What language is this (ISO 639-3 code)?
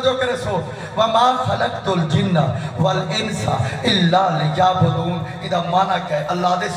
skr